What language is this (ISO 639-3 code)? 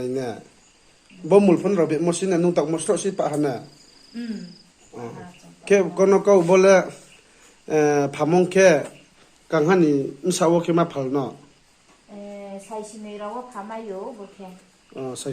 ria